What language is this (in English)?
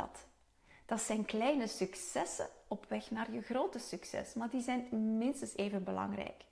Dutch